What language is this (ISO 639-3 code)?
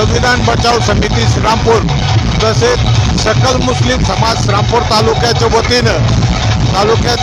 mar